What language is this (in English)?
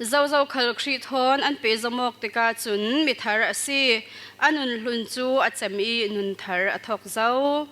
Falam Chin